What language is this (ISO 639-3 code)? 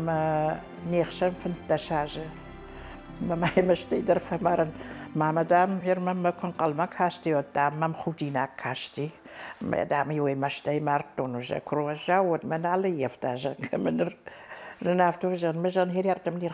oss